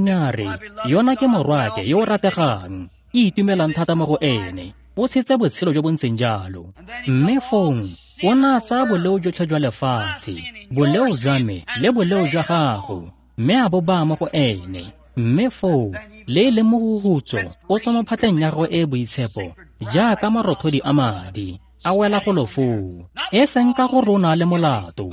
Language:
Tswana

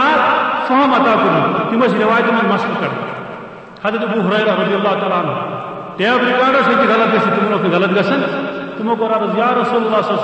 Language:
Kashmiri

